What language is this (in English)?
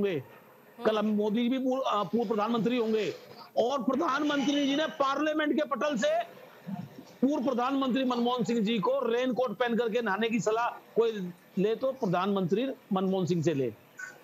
Hindi